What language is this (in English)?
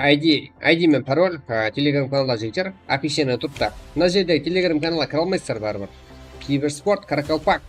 Kara-Kalpak